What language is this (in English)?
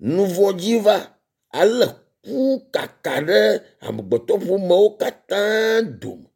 Ewe